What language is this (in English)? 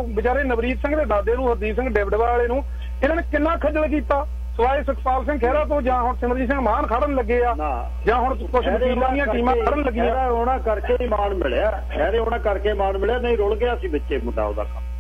Punjabi